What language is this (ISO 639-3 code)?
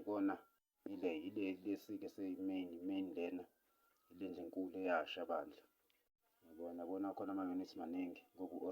zul